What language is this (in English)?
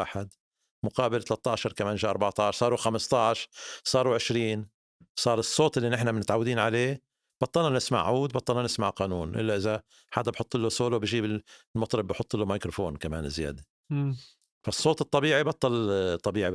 North Levantine Arabic